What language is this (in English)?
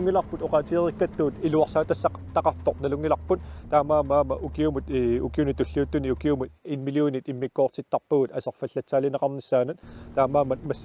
Kalaallisut